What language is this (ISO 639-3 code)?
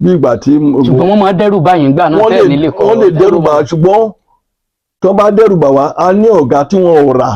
yor